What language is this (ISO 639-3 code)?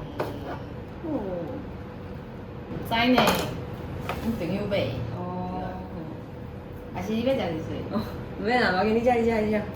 nan